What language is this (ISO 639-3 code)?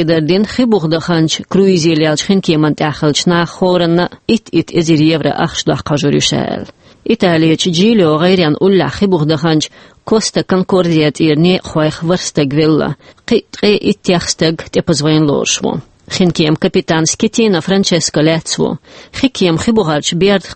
che